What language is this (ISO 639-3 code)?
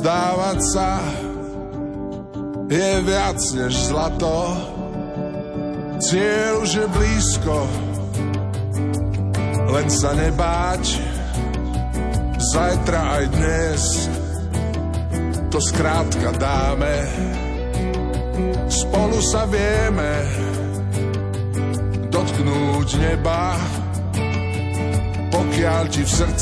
slk